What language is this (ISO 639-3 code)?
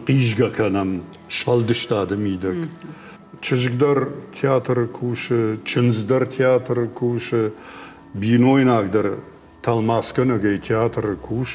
oss